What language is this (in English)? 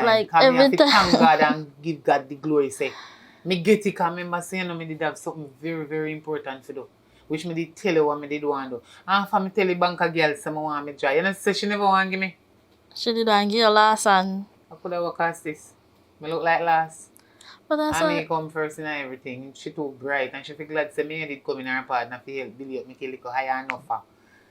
Jamaican Creole English